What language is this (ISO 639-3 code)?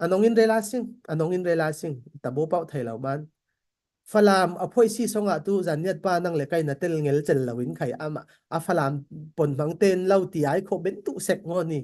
cfm